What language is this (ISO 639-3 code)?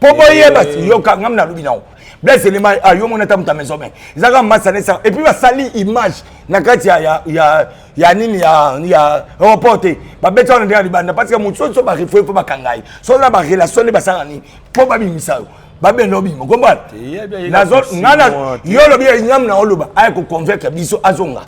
lin